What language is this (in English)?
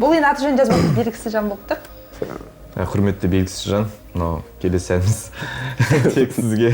Kazakh